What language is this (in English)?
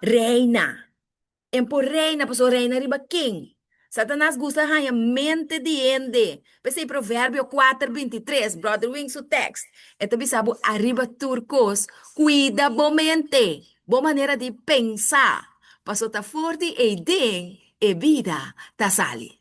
Papiamento